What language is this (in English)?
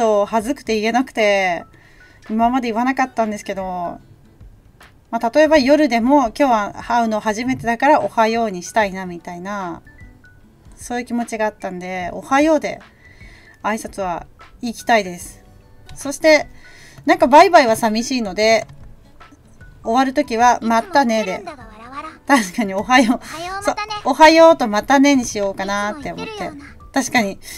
Japanese